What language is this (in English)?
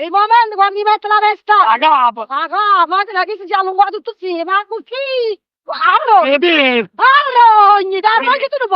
Neapolitan